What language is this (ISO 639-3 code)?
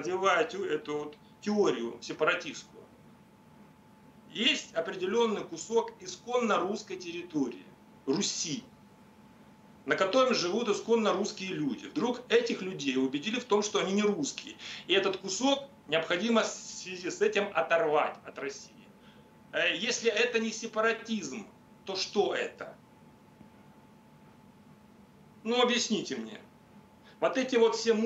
rus